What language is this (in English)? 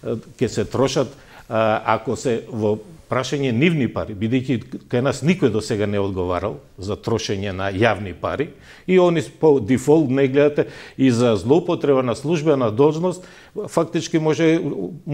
Macedonian